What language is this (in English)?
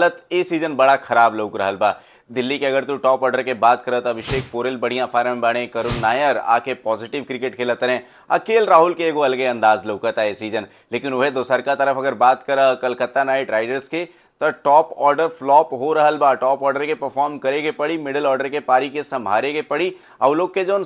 Bhojpuri